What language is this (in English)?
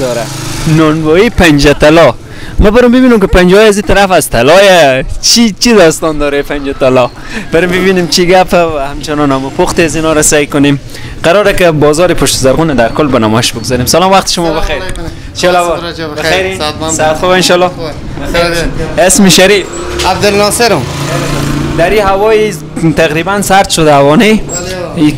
Persian